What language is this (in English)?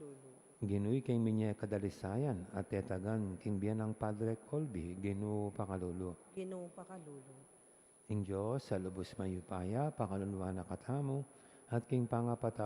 Pampanga